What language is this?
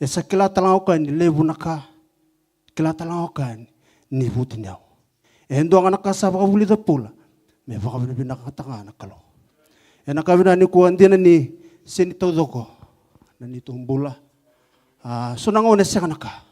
Fijian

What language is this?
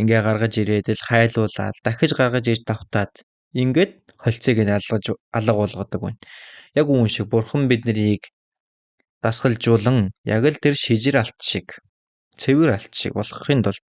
Mongolian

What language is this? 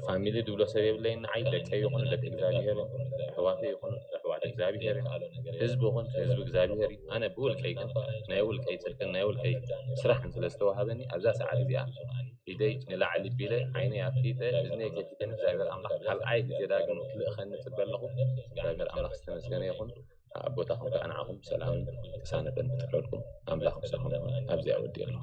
Tigrinya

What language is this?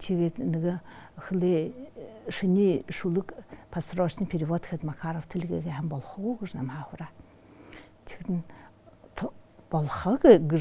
Buriat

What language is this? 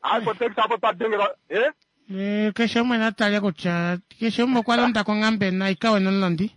Kuanyama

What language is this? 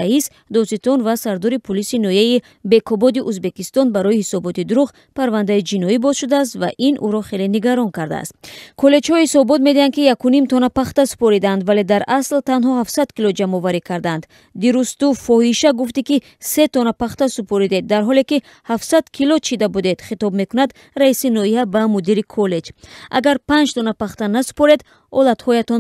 Tajik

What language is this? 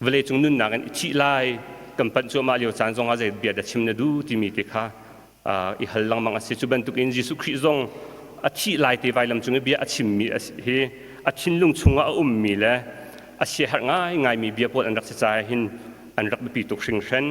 Hakha Chin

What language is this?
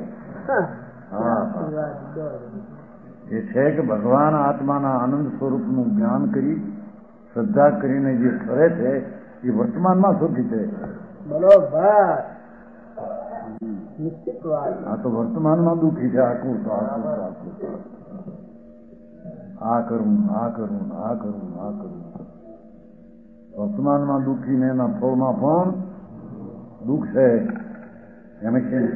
Gujarati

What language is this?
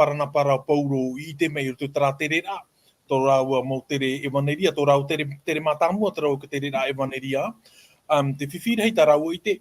Tahitian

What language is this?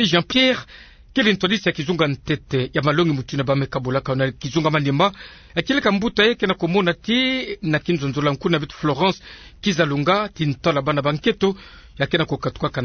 Kituba (Democratic Republic of Congo)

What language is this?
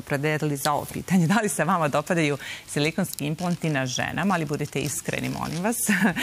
Serbian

